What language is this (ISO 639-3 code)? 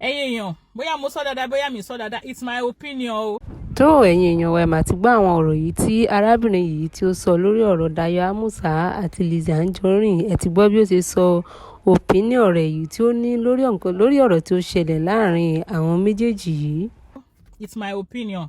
yor